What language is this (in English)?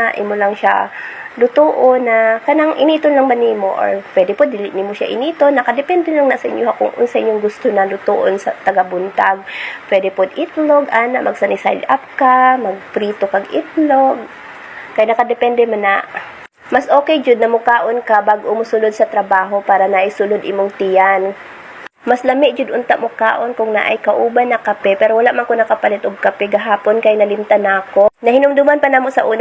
Cebuano